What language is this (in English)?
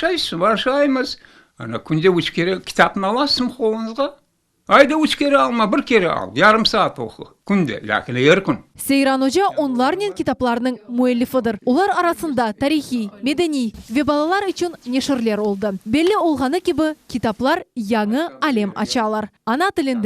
Crimean Tatar